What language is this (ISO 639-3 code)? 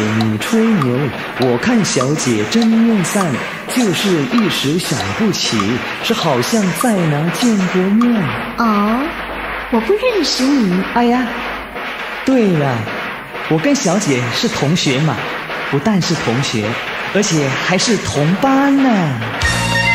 zho